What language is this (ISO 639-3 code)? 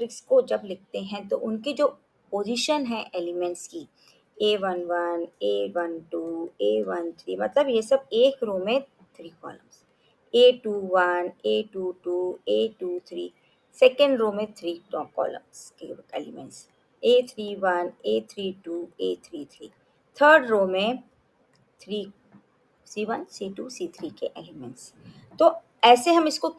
hin